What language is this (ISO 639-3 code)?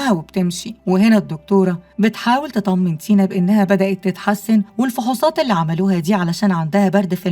arz